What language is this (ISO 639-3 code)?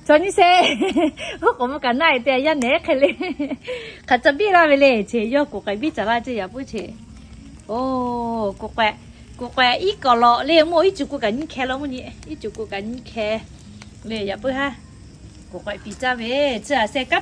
lhu